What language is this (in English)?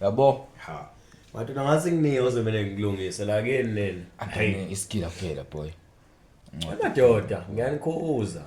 Zulu